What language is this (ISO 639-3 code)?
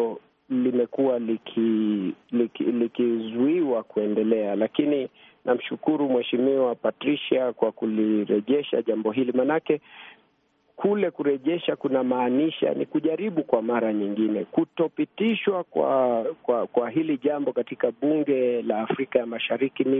swa